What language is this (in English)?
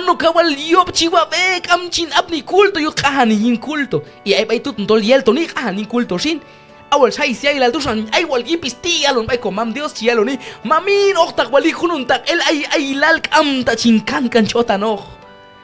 Q'anjob'al